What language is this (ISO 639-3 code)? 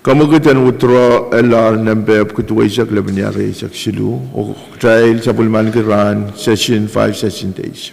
pon